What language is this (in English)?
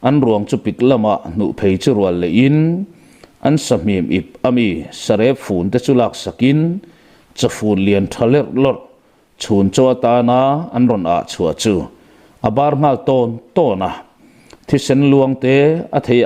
Mizo